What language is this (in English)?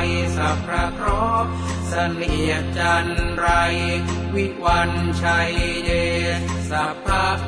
Pali